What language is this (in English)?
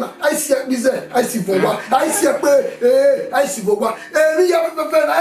Bini